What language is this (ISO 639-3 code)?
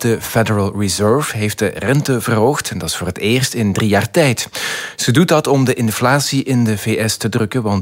nld